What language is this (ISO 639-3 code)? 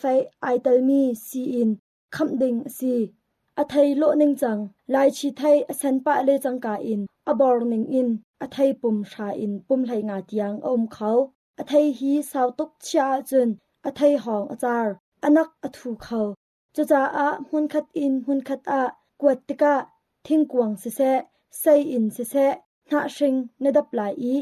cnh